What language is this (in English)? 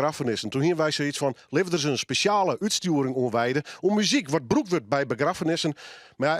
Western Frisian